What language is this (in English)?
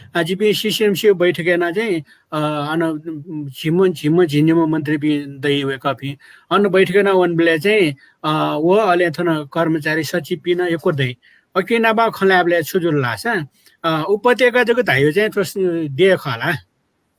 Newari